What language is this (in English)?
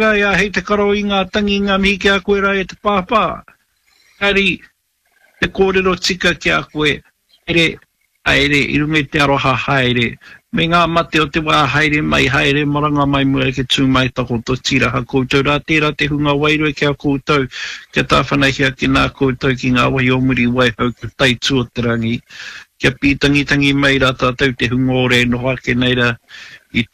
Māori